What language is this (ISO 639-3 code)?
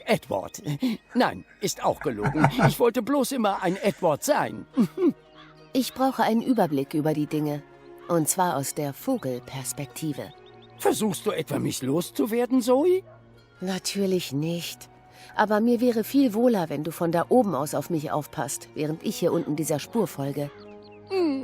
gsw